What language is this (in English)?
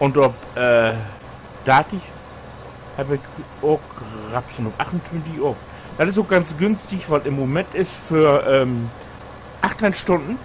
Low German